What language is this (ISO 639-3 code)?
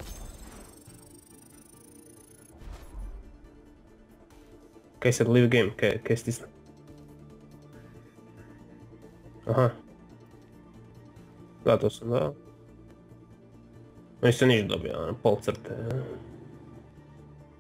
hrv